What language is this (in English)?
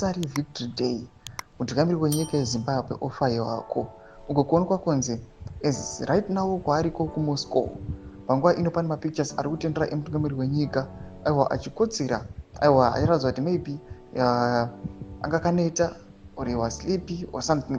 Shona